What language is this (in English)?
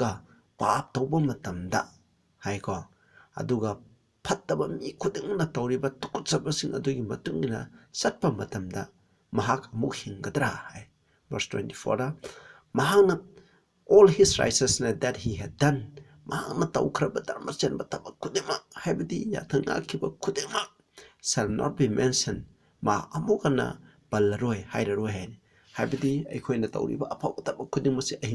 Manipuri